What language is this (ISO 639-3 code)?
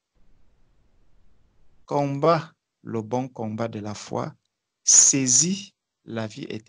fra